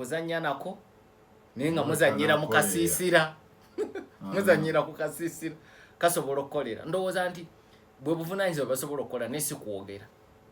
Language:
Ganda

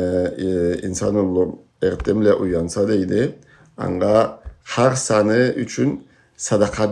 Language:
Karachay-Balkar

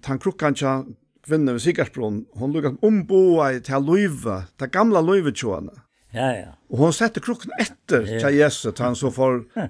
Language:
Faroese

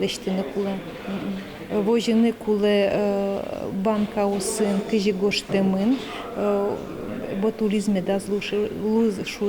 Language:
Udmurt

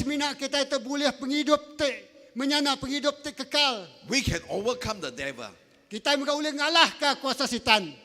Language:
Iban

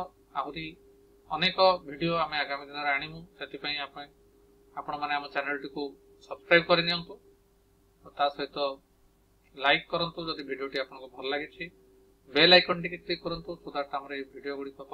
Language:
Odia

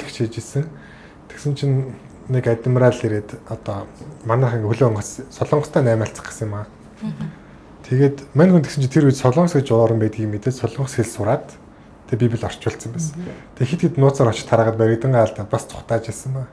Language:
Mongolian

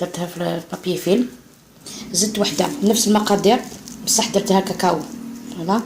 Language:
Algerian Arabic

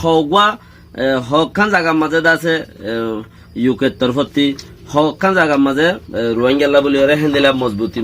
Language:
Rohingya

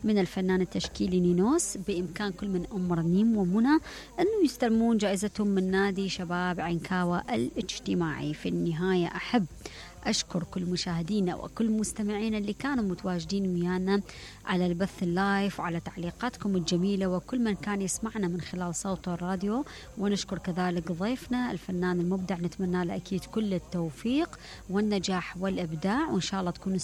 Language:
Mesopotamian Arabic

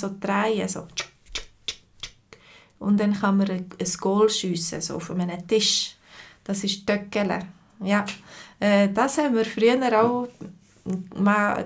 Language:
Swiss German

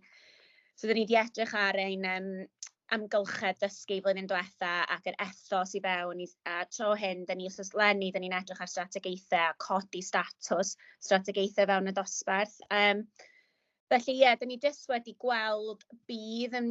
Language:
Welsh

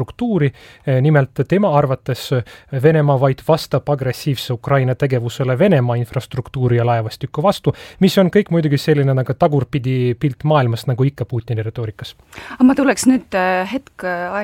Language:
Estonian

